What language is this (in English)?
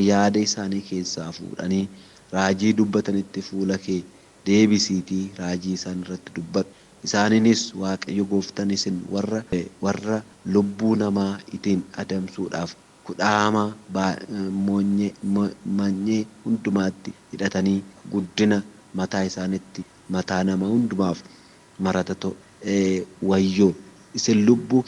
Oromo